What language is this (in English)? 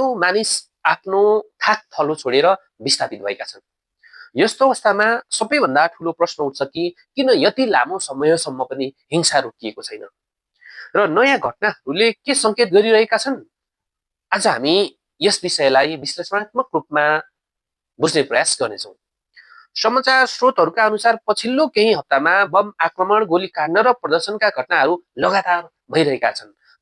Nepali